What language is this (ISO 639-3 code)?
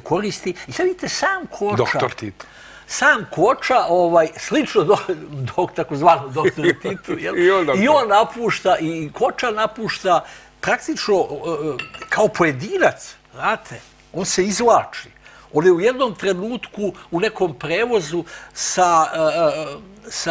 srp